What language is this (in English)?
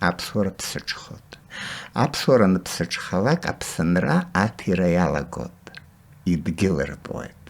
Abkhazian